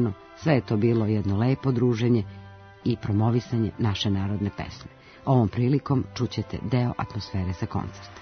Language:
Serbian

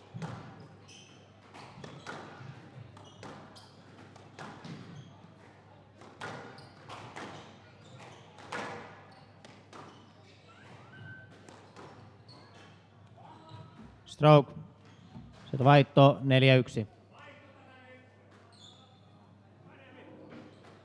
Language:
Finnish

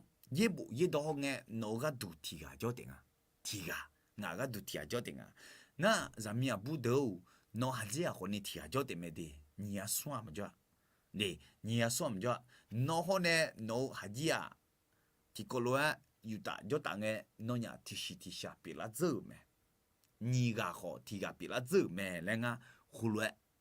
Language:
Akha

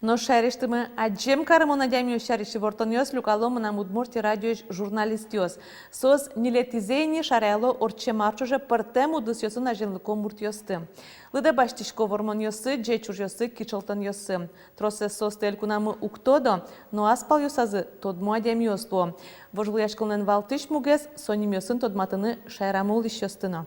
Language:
Udmurt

